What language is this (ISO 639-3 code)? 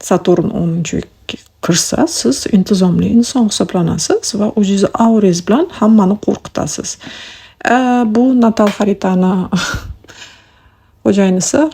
uzb